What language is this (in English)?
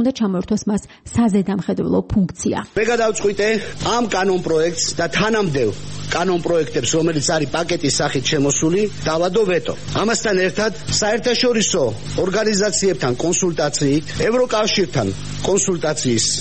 Georgian